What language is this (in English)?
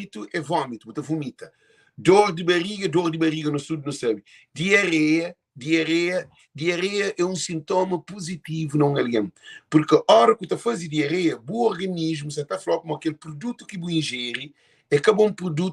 Kabuverdianu